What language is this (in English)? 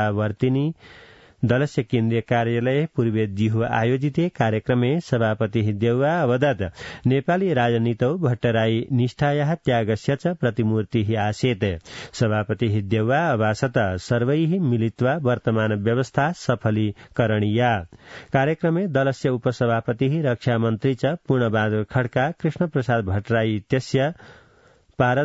Sanskrit